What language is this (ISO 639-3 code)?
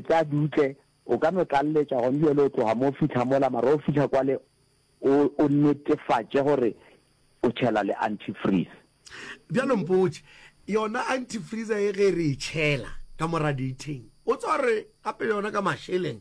nso